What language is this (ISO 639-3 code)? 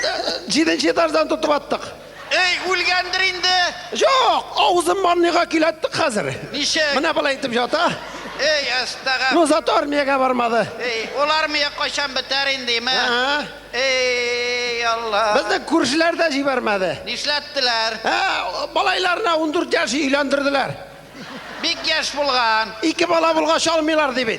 tat